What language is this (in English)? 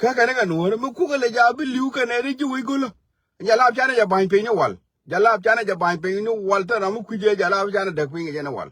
Nuer